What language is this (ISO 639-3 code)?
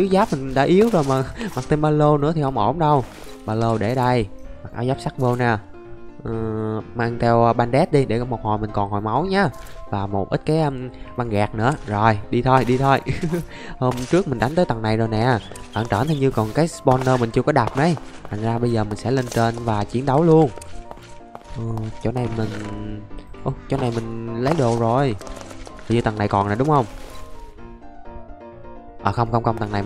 vie